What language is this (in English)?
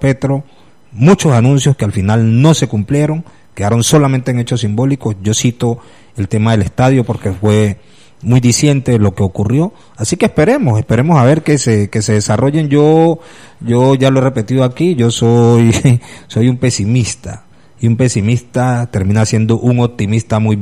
Spanish